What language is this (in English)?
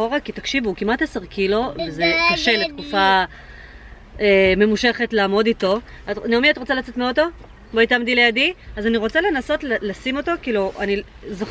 Hebrew